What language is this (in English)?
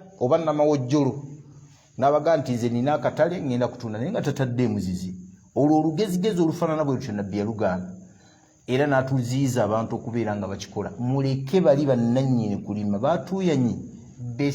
Ganda